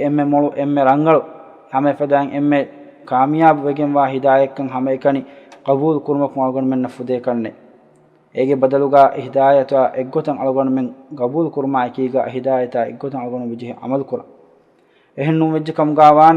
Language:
Divehi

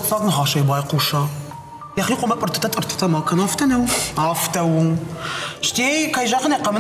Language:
Ossetic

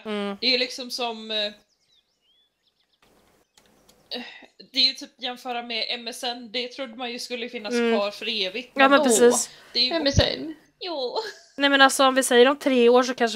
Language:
Swedish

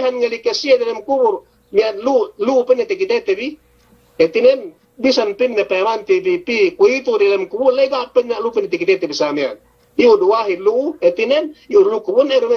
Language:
Yakan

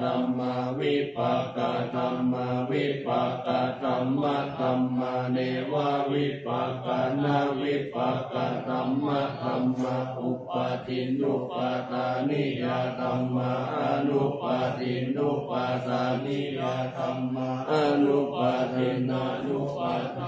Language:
Pali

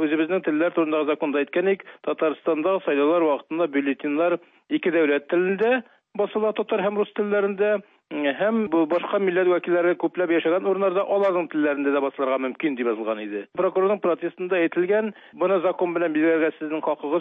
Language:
Tatar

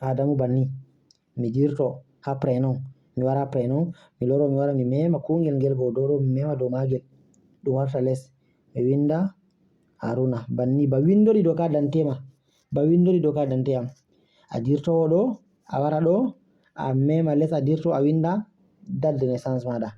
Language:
Fula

